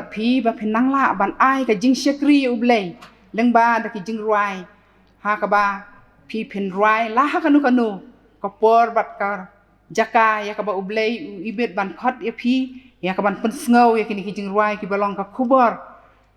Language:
Khasi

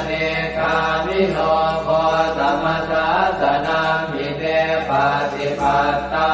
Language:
Pali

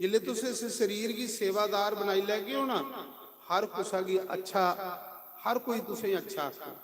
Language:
Dogri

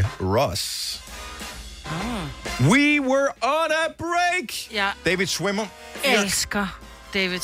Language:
Danish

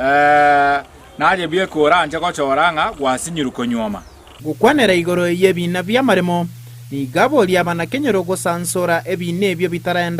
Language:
Gusii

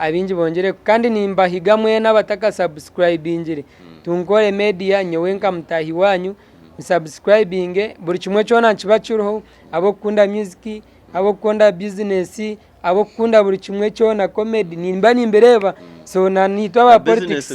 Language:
Nyankole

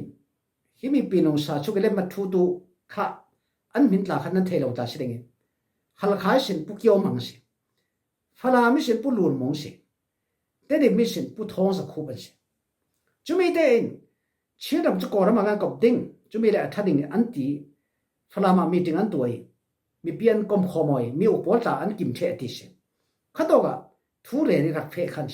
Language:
Falam Chin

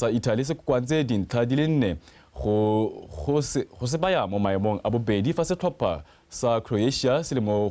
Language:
Tswana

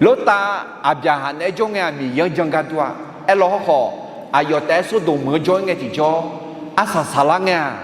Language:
Akha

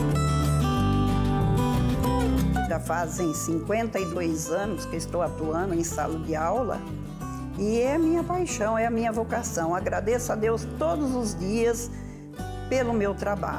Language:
Portuguese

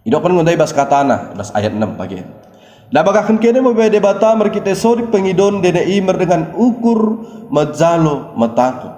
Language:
Batak Dairi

